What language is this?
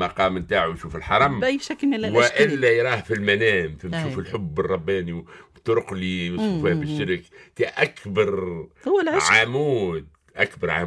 Tunisian Arabic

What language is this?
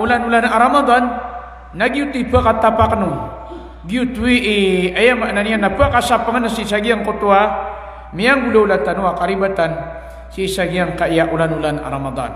Maranao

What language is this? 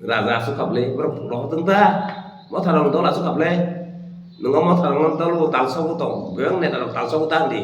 Kok Borok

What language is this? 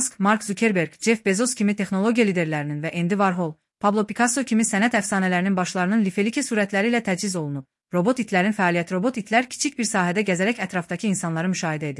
Azerbaijani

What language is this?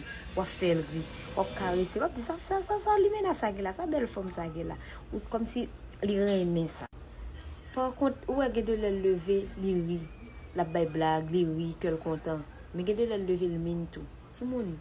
Haitian Creole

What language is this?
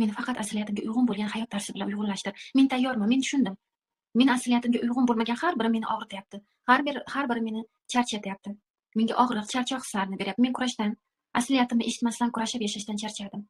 Uzbek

